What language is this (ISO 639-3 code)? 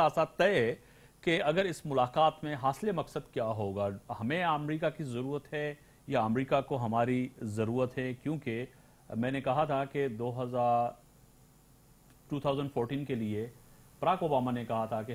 urd